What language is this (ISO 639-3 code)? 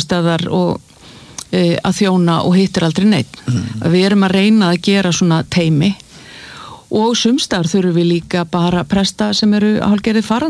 isl